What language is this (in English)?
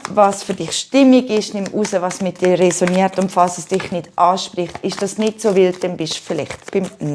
Swiss German